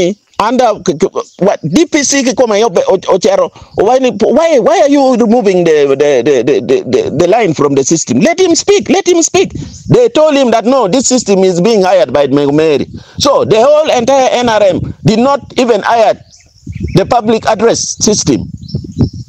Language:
Acoli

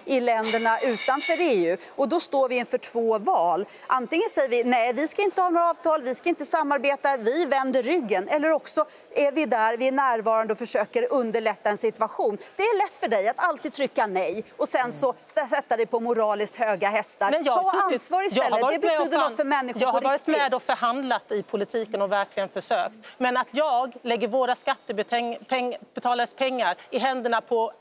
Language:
Swedish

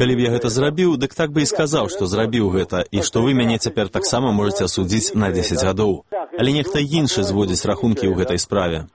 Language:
Belarusian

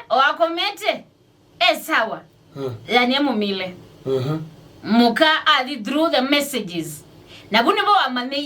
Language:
Kamba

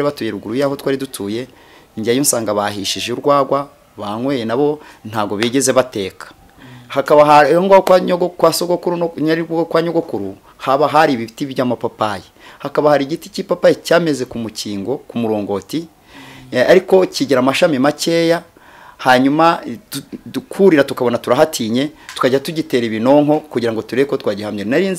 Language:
Kinyarwanda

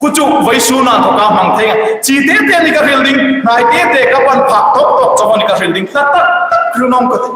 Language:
Hmar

